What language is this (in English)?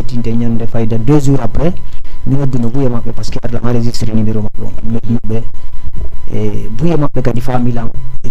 Fula